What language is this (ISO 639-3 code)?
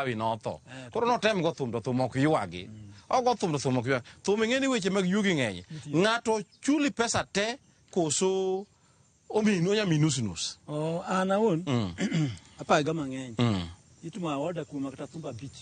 luo